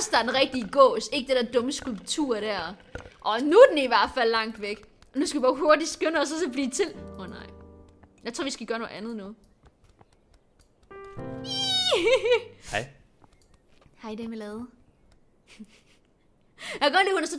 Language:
Danish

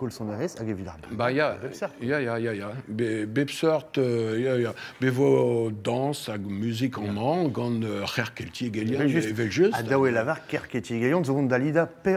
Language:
Breton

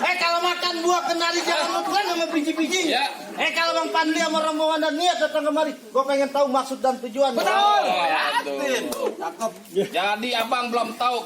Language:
Betawi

